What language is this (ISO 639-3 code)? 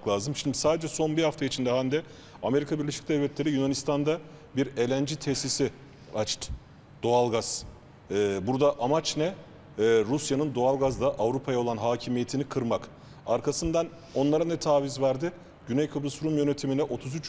tur